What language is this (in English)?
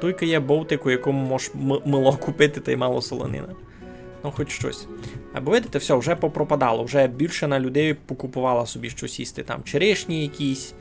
Rusyn